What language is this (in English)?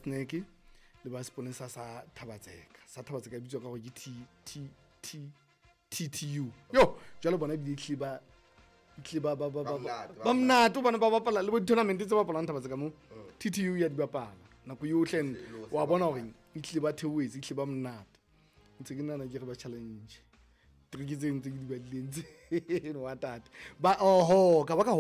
Southern Sotho